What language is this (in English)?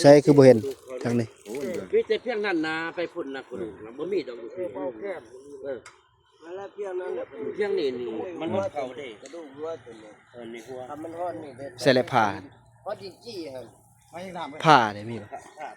Northeastern Thai